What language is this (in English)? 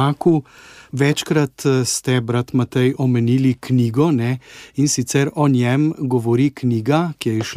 Slovenian